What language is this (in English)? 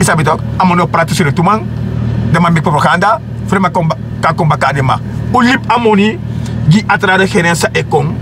Sranan Tongo